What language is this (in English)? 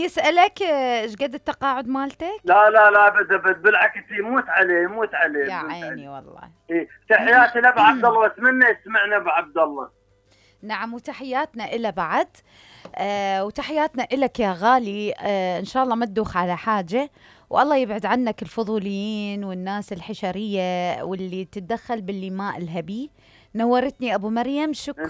Mesopotamian Arabic